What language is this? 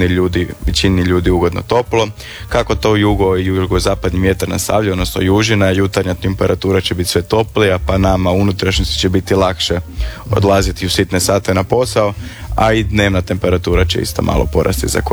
Croatian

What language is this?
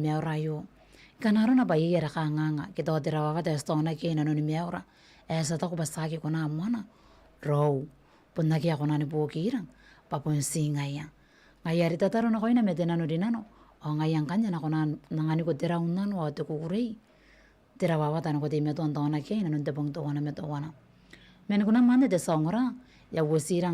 Gilbertese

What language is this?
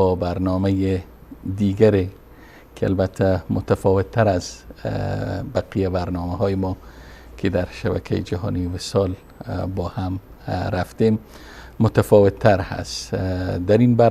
Persian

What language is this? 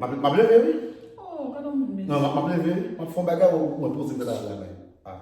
Haitian Creole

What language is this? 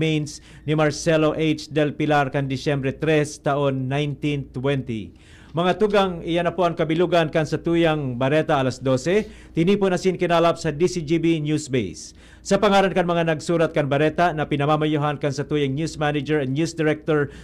Bikol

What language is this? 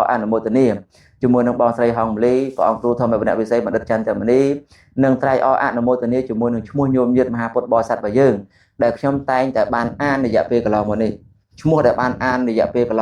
Khmer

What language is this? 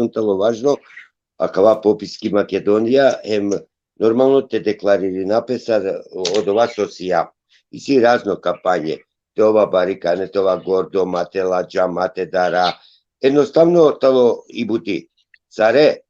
Balkan Romani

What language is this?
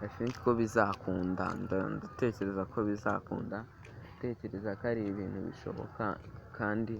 Kinyarwanda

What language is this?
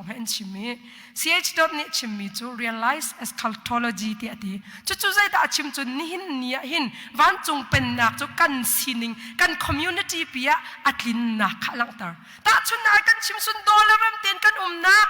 Hakha Chin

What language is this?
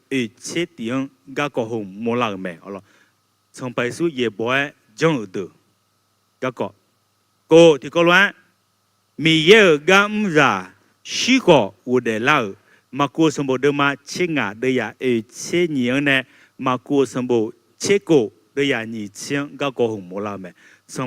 Akha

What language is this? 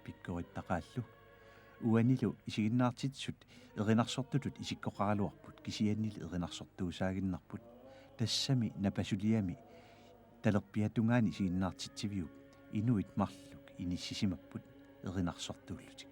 Kalaallisut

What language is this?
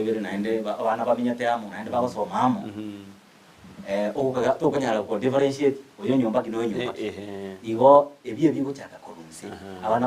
Gusii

